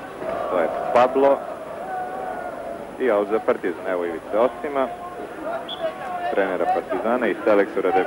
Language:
Serbian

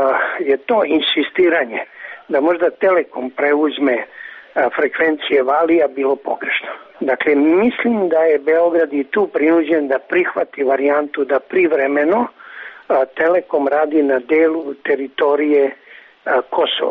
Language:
Serbian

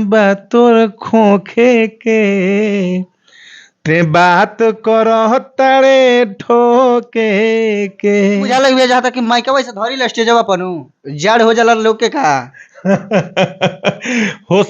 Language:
Bhojpuri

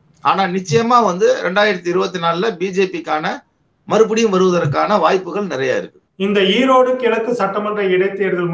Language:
Tamil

